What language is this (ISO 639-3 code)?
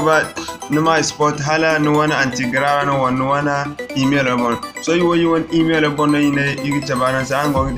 dje